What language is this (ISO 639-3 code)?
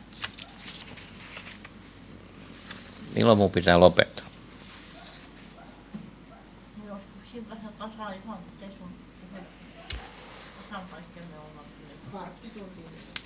fin